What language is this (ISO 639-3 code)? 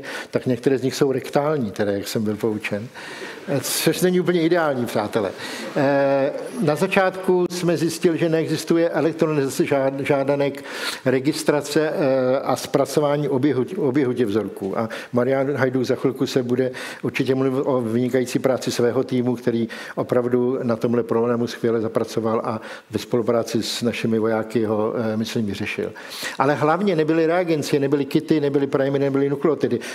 ces